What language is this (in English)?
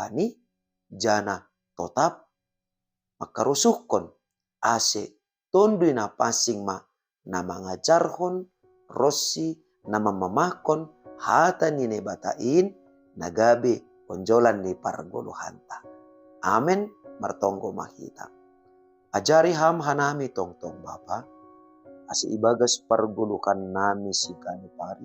Batak Simalungun